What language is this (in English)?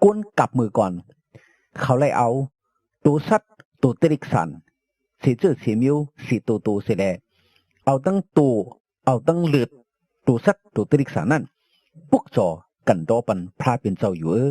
Shan